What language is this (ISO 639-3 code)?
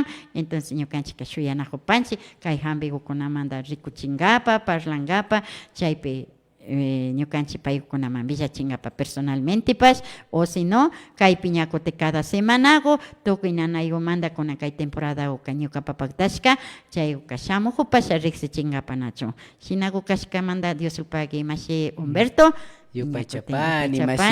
qvi